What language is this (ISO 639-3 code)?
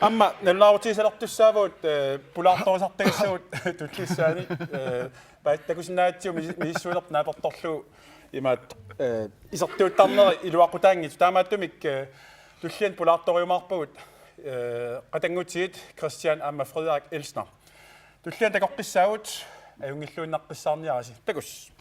kal